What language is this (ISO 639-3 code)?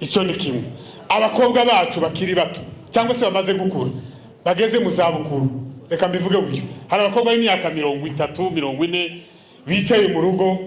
run